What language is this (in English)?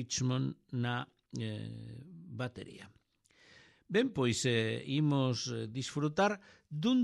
Galician